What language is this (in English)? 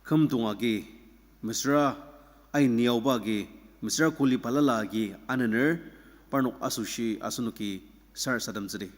Ao Naga